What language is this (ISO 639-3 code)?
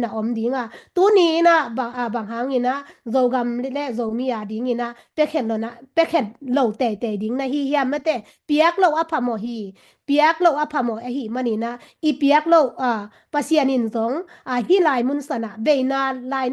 ctd